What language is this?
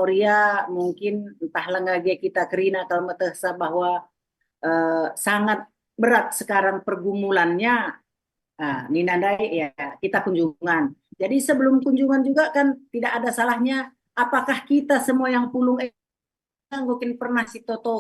Batak Karo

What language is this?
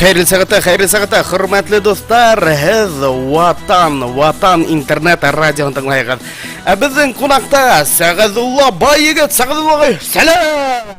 Bashkir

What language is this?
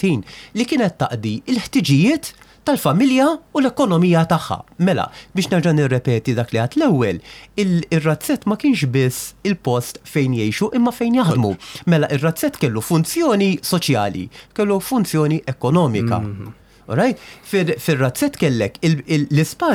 Maltese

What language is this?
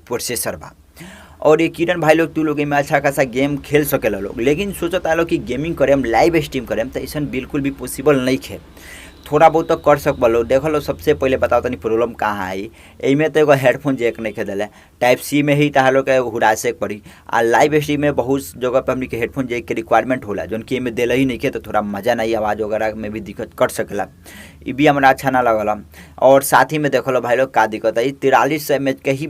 Bhojpuri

